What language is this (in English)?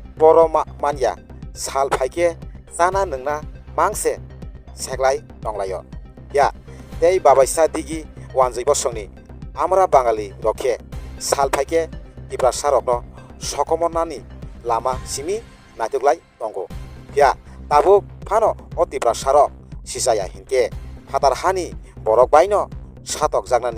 Kok Borok